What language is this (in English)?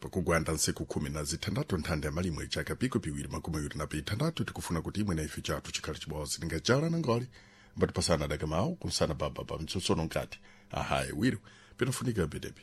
Sena